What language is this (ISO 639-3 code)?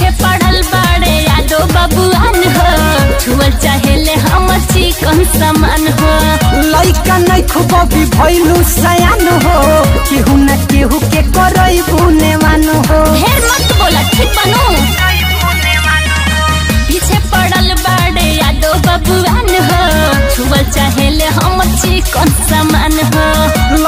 bho